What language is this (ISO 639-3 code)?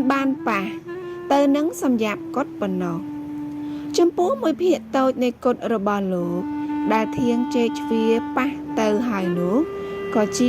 khm